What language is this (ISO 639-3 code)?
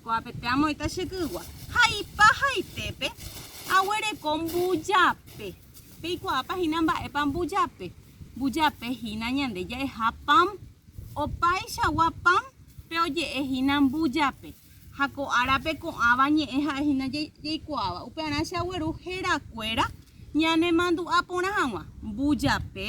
grn